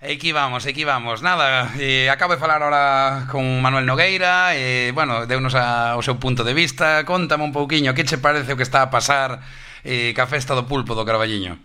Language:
Galician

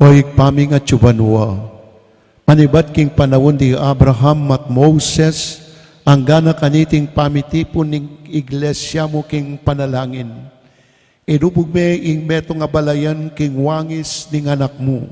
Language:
Pampanga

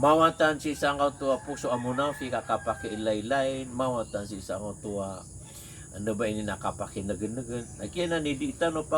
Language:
Maranao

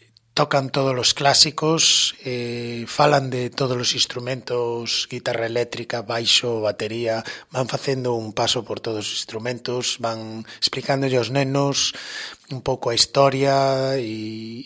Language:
Galician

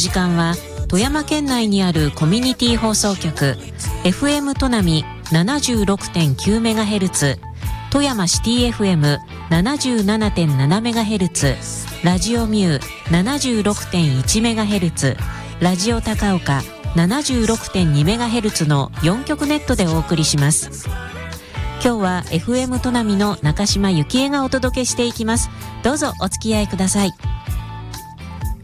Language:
Japanese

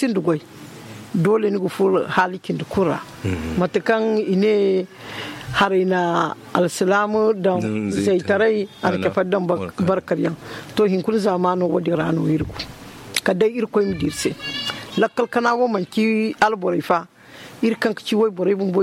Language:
Zarma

